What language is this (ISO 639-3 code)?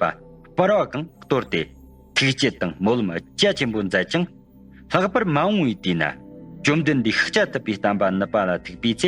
bod